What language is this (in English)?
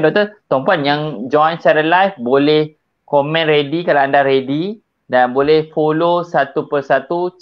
Malay